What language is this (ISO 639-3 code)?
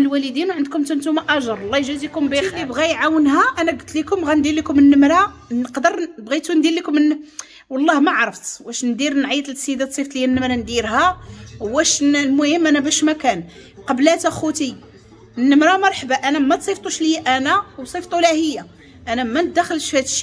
ary